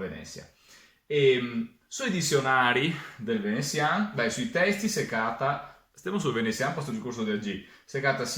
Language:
Venetian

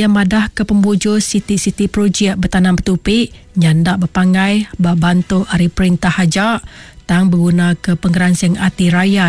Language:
Iban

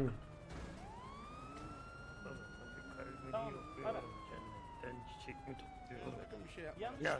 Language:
Turkish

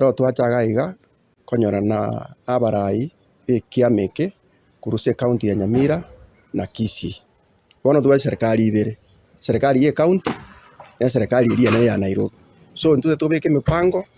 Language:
Gusii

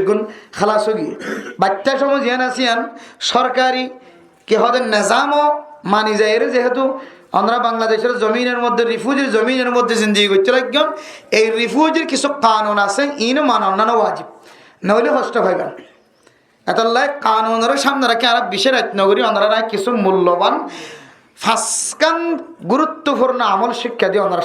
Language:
Rohingya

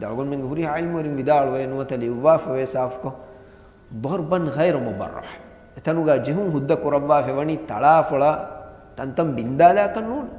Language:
Divehi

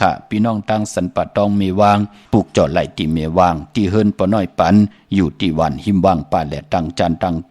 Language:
Shan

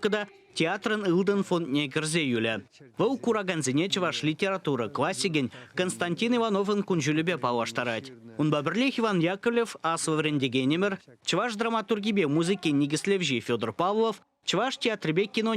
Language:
Chuvash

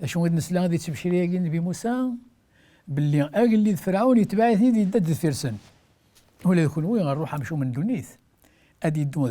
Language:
Kabyle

